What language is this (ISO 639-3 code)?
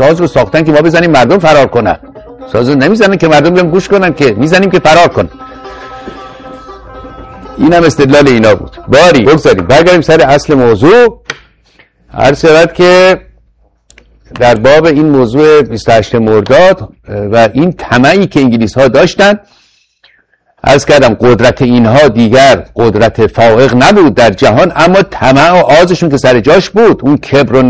fas